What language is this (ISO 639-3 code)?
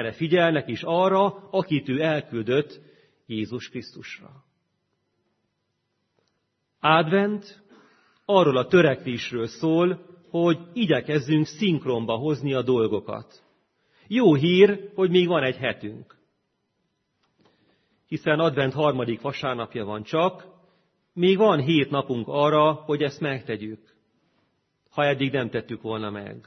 hun